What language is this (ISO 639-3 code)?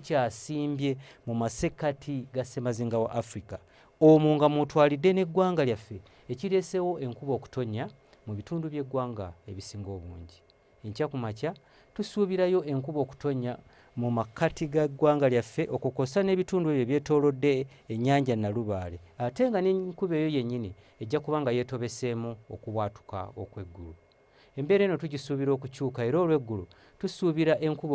lug